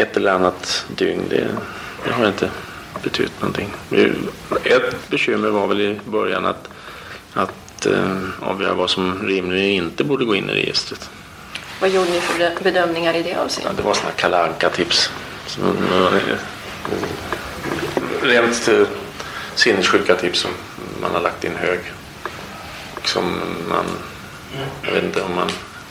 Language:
Swedish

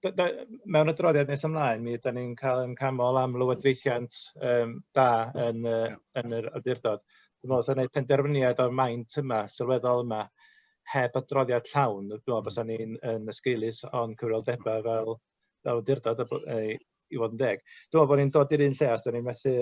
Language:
Welsh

